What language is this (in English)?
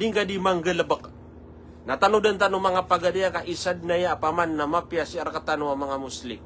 Maranao